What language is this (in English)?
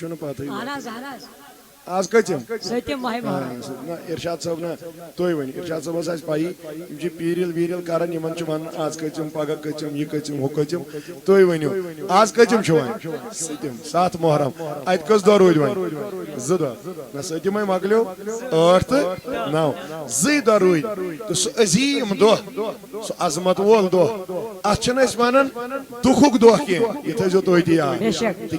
Kashmiri